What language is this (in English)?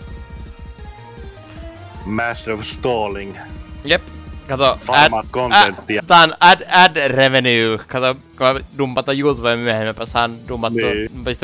Finnish